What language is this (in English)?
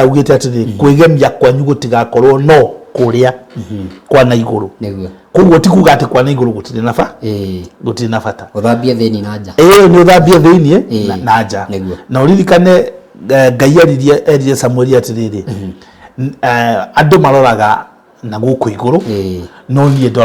Kikuyu